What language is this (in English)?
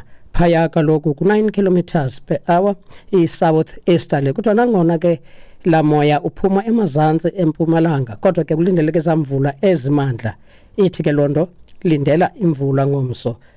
Xhosa